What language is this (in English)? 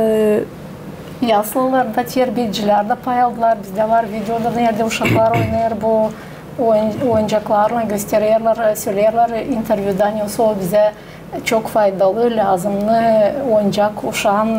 Gagauz